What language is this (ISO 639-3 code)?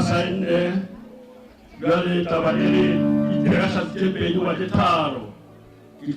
nso